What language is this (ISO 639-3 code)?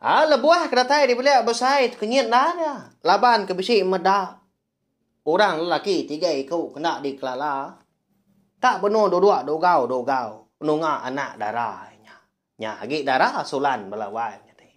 iba